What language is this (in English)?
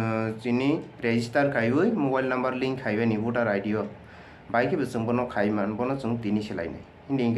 Kok Borok